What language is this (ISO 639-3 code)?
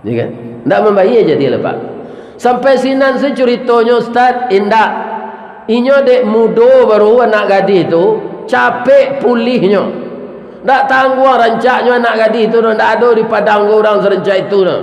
min